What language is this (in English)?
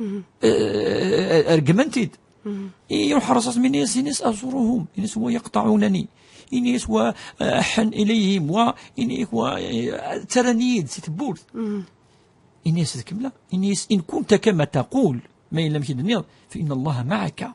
Kabyle